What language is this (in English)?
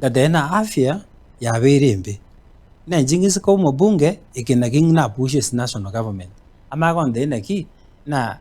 Gusii